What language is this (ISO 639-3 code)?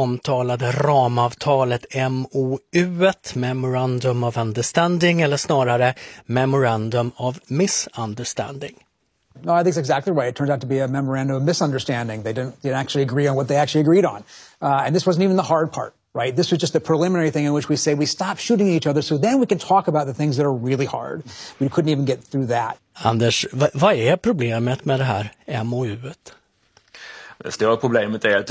swe